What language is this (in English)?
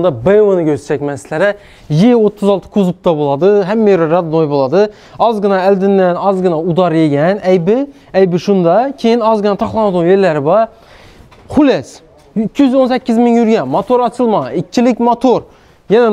Uzbek